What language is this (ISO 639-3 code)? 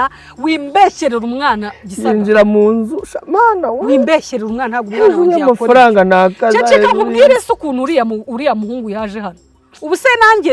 kin